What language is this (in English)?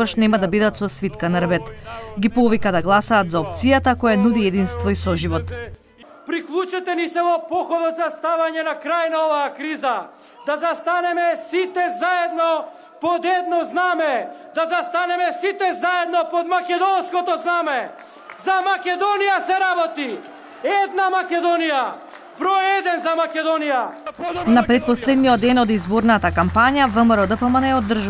Macedonian